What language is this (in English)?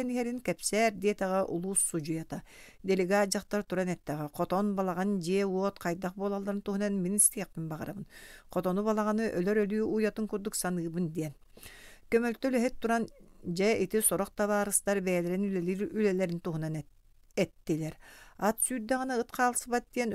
Yakut